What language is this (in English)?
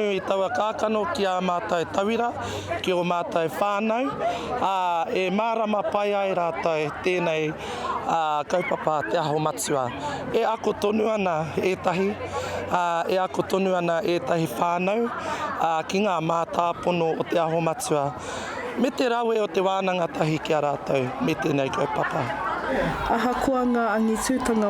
Māori